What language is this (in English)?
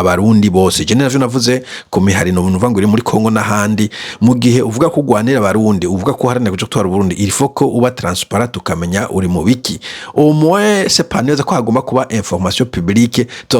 Rundi